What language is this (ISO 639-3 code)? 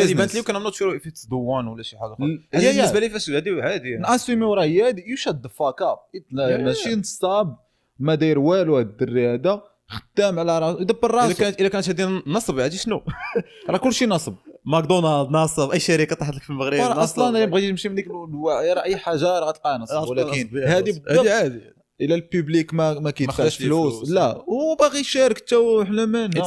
ary